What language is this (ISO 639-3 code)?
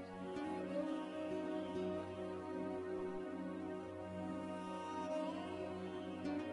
rus